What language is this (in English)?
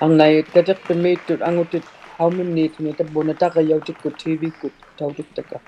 Inuktitut